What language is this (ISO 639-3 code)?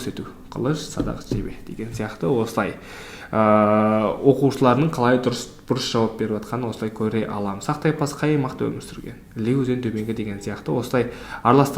kaz